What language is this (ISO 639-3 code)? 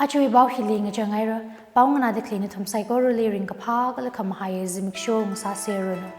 nmf